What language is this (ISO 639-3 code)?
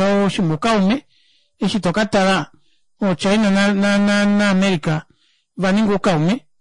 kua